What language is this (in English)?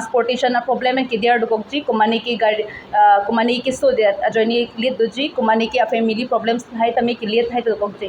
Karbi